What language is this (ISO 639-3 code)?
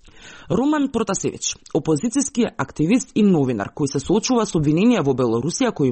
mkd